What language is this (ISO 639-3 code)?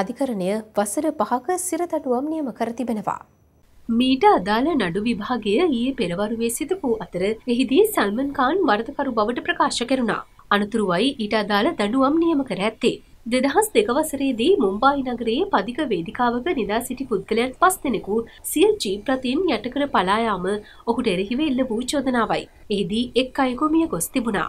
sin